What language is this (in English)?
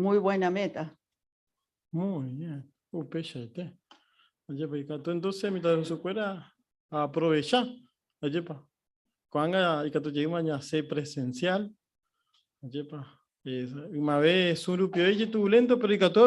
Guarani